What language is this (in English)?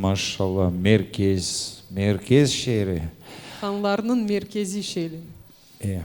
Crimean Tatar